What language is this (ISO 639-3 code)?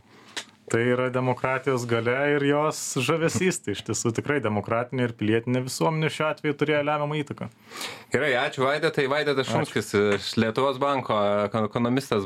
lit